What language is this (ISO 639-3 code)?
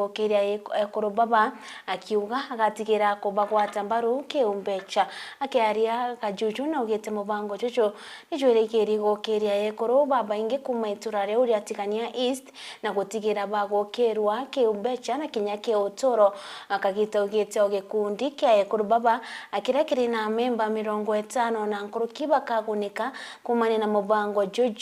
mer